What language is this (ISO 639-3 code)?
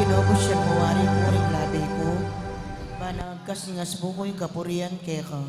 pam